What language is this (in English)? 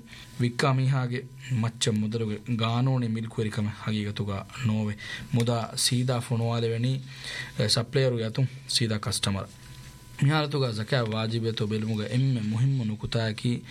Divehi